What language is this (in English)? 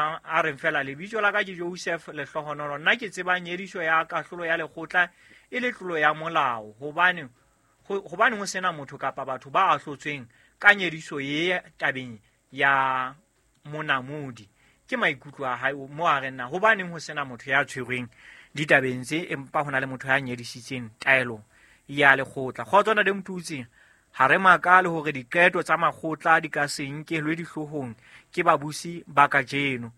Southern Sotho